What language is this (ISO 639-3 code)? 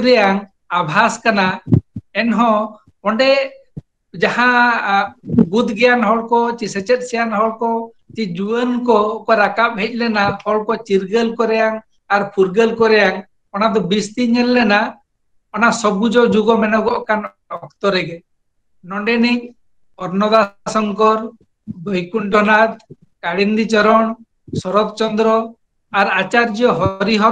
sat